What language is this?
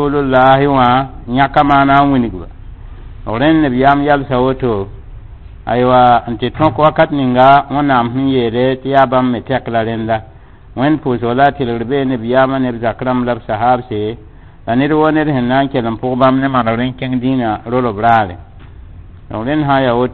Mossi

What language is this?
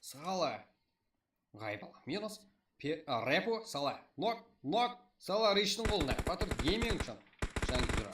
Kara-Kalpak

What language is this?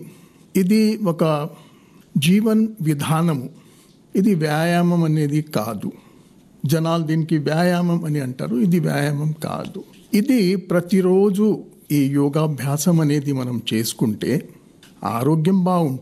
Telugu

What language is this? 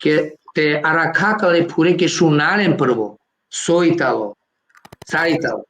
Balkan Romani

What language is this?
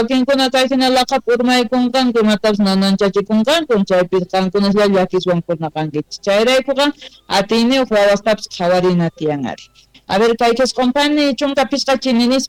South Bolivian Quechua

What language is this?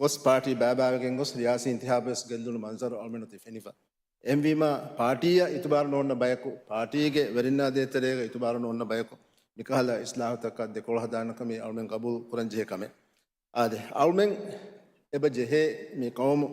Divehi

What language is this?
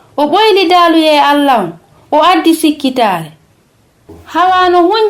Fula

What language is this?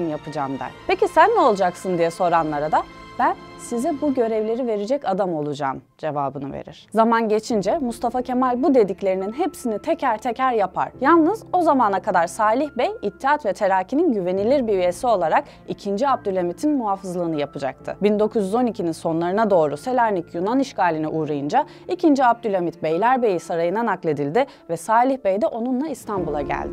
Turkish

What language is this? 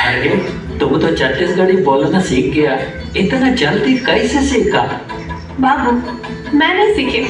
Chhattisgarhi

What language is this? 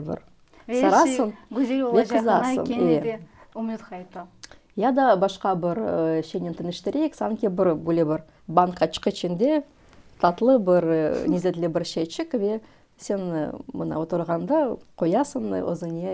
Crimean Tatar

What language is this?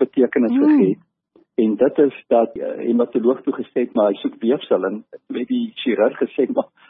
Afrikaans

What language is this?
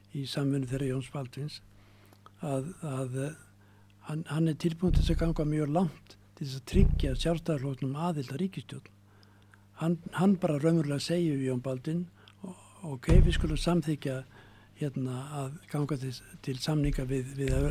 Icelandic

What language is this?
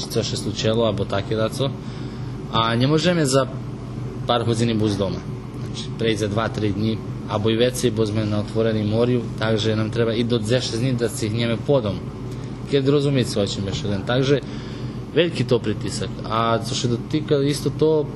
Rusyn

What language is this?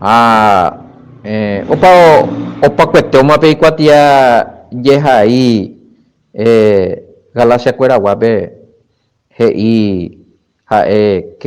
Guarani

